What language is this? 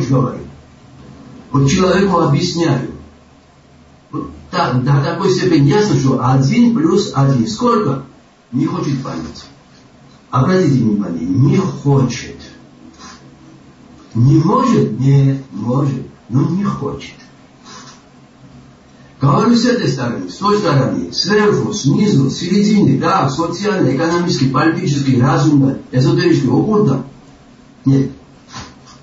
Russian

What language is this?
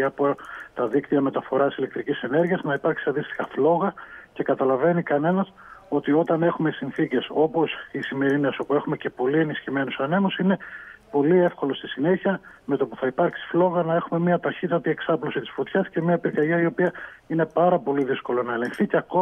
Greek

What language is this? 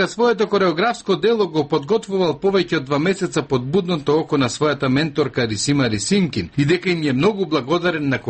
Macedonian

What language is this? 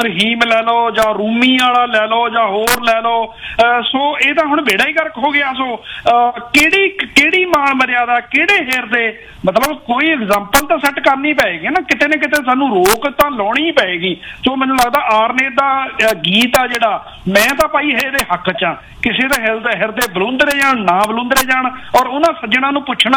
Punjabi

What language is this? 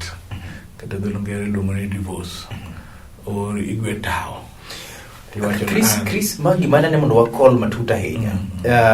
Luo (Kenya and Tanzania)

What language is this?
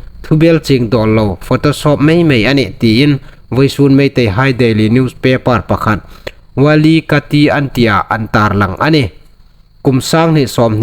Hmar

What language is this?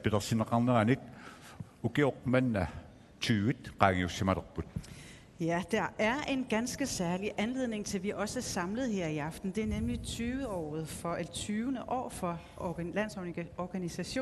Kalaallisut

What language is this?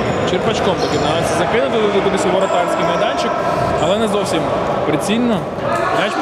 Ukrainian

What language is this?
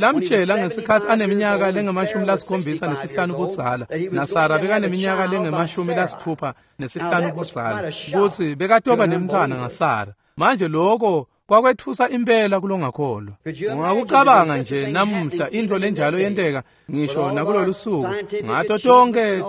Swati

